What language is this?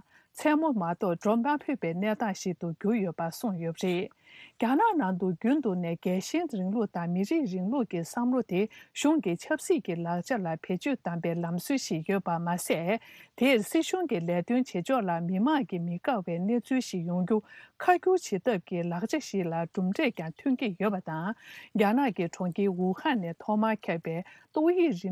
Tibetan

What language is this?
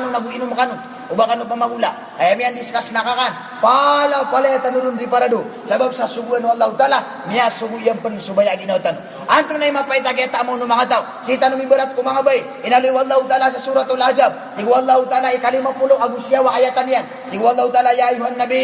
Maranao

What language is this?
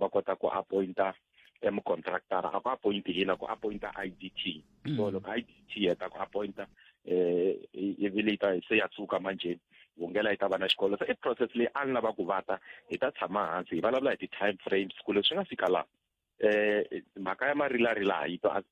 Tsonga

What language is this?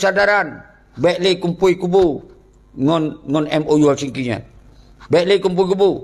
Achinese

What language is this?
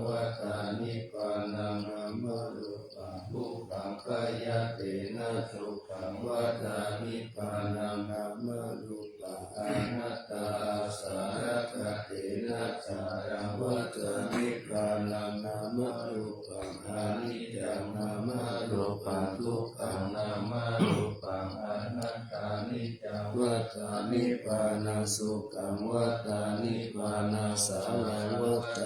Pali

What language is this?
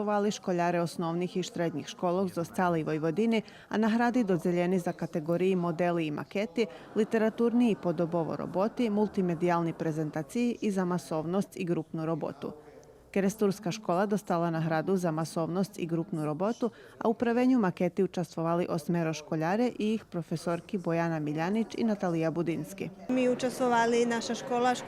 Rusyn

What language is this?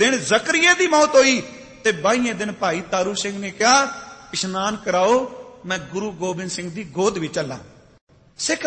Punjabi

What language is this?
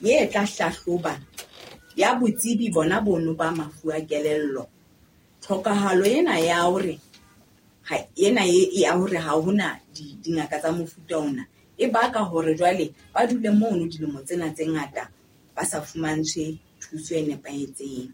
Southern Sotho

